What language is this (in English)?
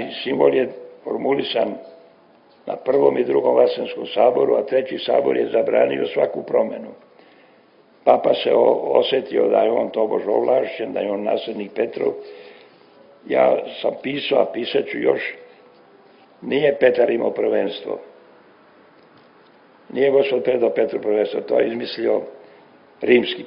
Serbian